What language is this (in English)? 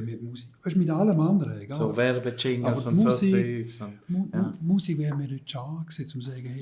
Swiss German